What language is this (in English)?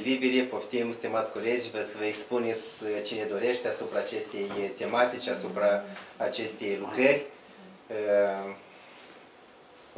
Romanian